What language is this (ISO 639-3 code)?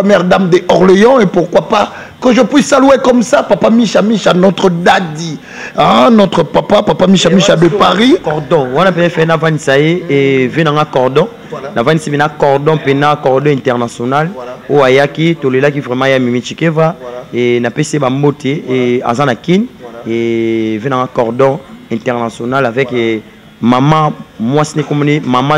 lin